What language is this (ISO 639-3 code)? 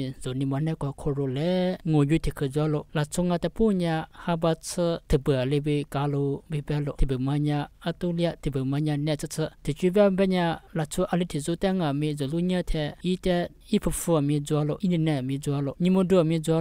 lis